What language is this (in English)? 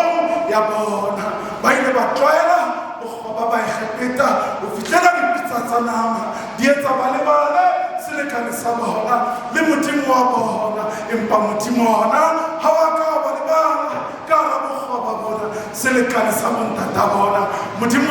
Southern Sotho